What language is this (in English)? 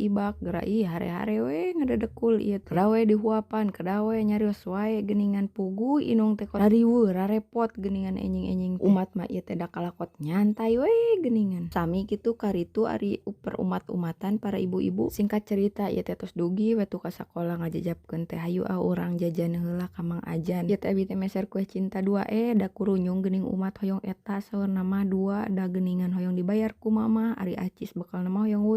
Sundanese